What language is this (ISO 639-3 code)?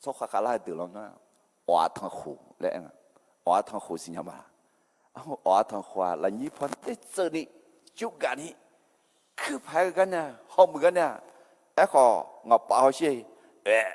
ahk